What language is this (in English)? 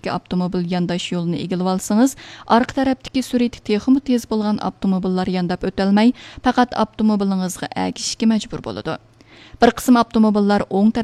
Uyghur